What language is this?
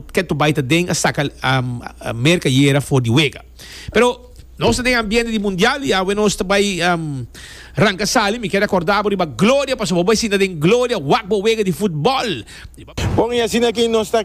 Papiamento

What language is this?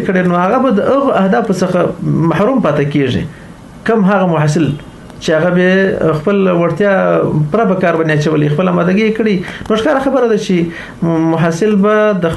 Pashto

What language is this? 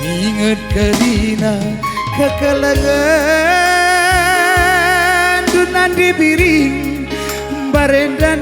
Batak Karo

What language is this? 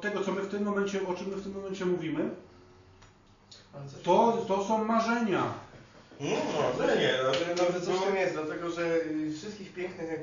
Polish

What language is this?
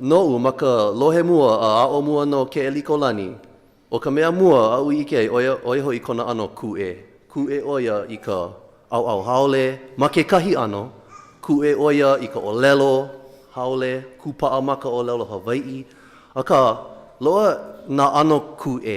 Hawaiian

